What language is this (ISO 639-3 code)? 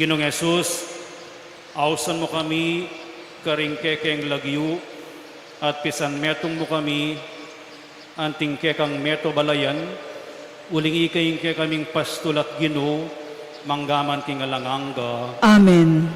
pam